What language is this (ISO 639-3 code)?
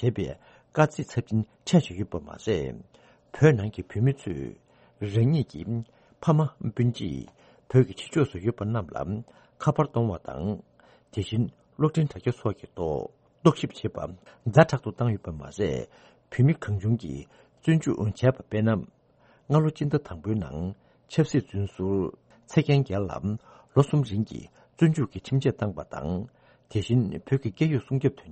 bod